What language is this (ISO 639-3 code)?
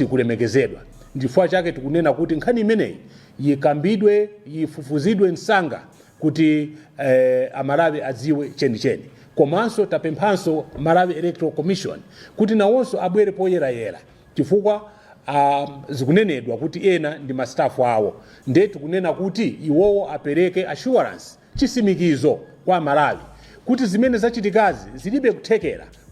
nya